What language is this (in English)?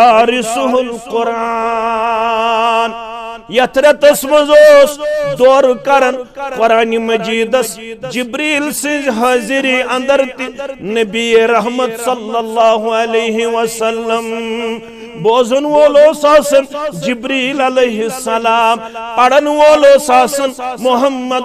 Kashmiri